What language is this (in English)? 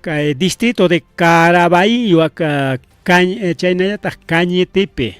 Ayacucho Quechua